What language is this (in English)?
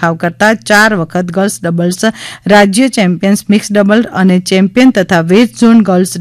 Gujarati